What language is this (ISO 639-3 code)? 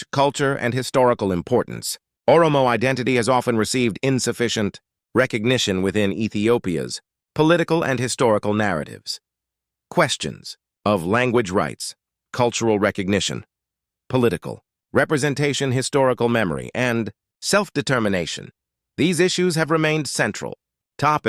eng